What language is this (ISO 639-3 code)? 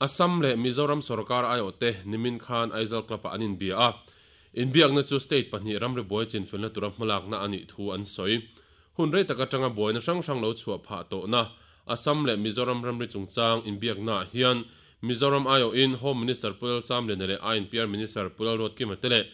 lus